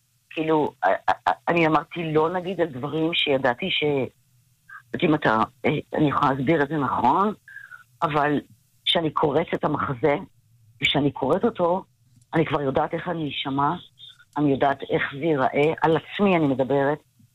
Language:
Hebrew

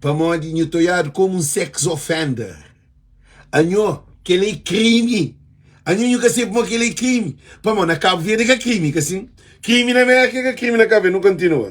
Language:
Kabuverdianu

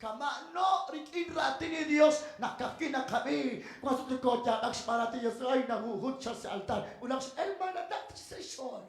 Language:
Kekchí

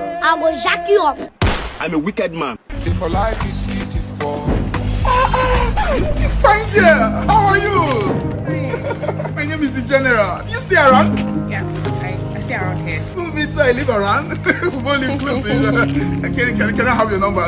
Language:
Nigerian Pidgin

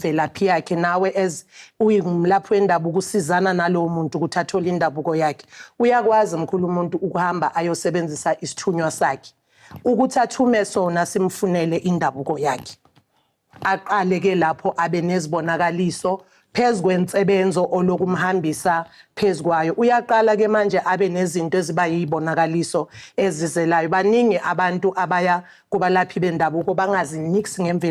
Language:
Zulu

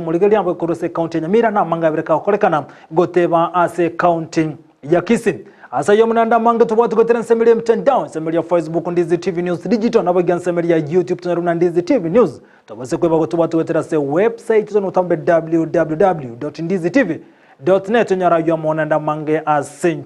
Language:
Gusii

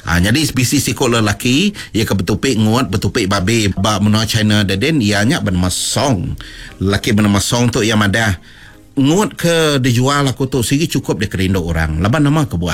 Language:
Iban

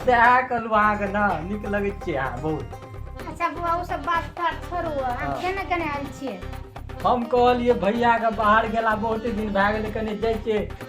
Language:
Maithili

